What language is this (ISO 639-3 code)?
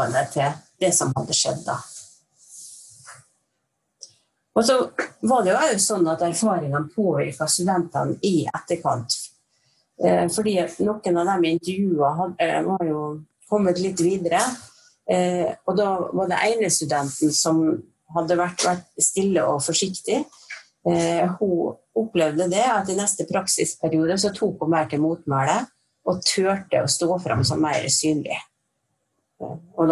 nor